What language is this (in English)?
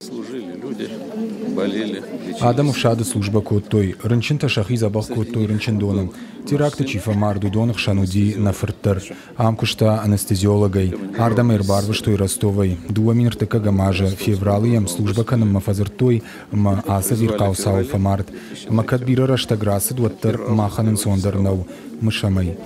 Ossetic